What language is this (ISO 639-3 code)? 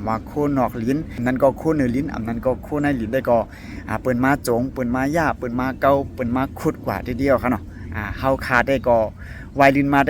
shn